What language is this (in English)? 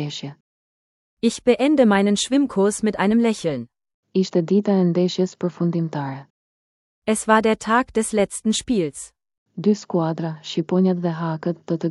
Albanian